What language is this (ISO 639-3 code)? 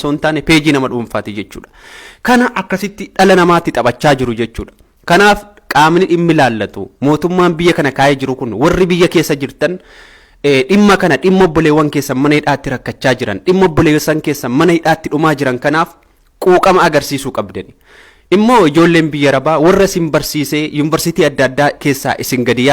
orm